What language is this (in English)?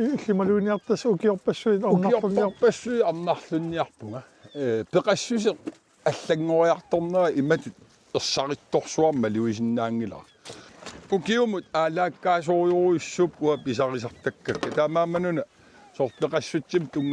Kalaallisut